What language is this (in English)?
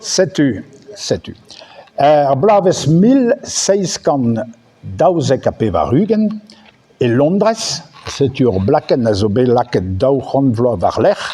Breton